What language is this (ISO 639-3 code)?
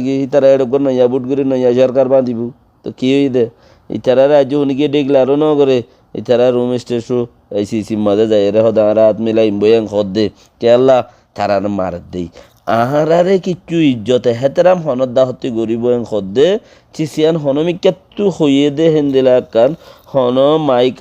rhg